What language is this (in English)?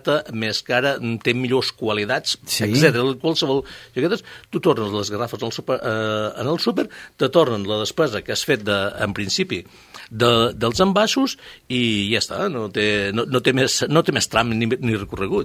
Catalan